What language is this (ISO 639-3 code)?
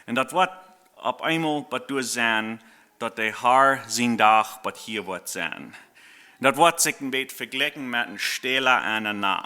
pdt